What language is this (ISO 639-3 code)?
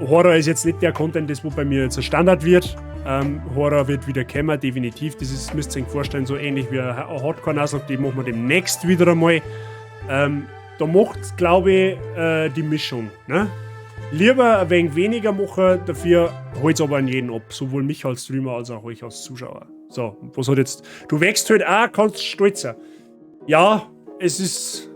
bar